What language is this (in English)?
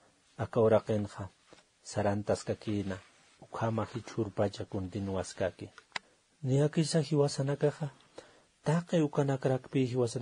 Aymara